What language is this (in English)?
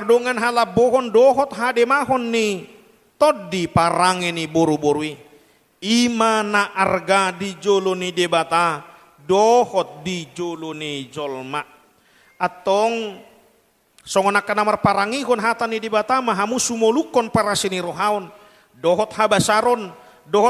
Batak Toba